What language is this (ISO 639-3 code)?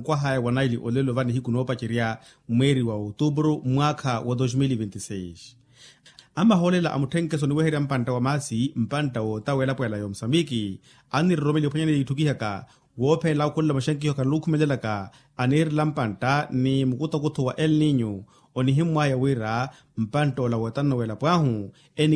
vmw